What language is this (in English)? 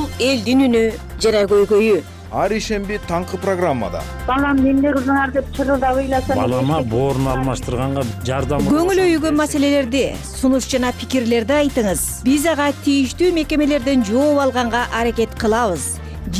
Kyrgyz